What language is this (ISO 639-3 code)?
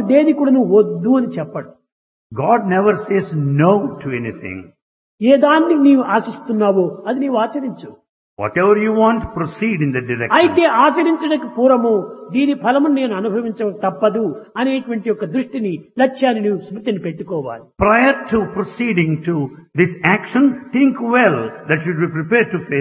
tel